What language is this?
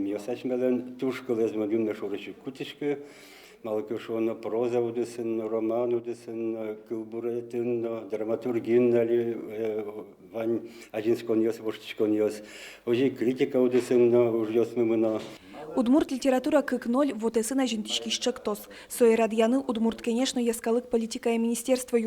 Udmurt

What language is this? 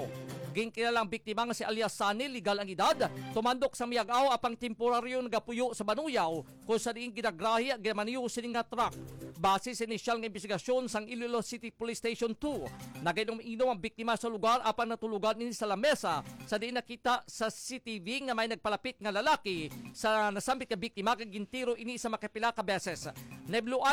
Hiligaynon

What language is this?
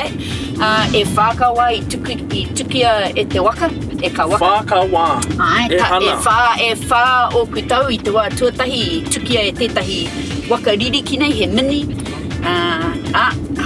Māori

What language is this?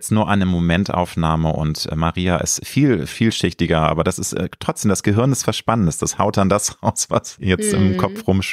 German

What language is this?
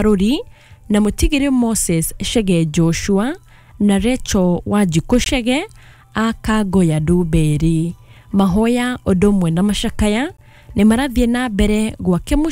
Kikuyu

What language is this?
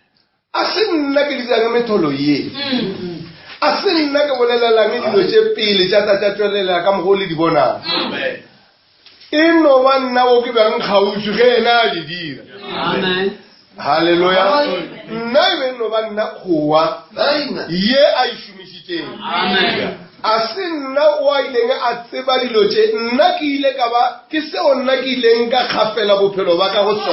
Northern Sotho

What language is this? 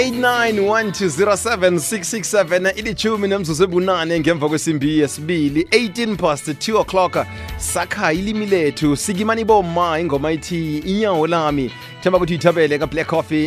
South Ndebele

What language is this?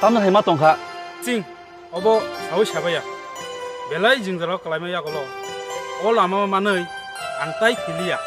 Kok Borok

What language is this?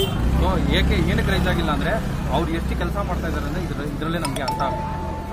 Kannada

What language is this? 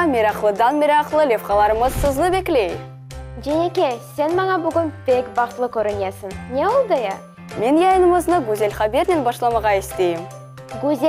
Crimean Tatar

